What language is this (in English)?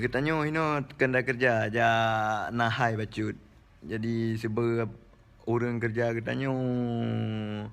Achinese